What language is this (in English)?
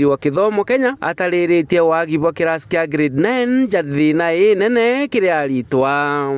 Meru